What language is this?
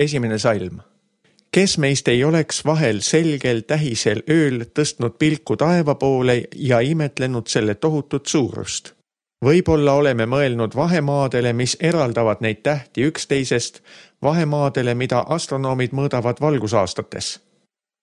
Estonian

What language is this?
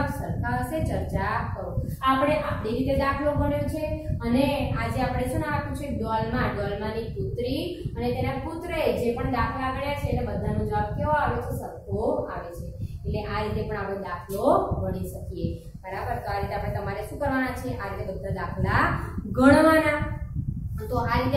Gujarati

